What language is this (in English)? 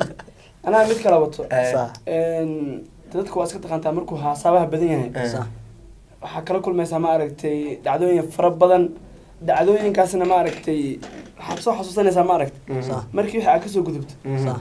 Somali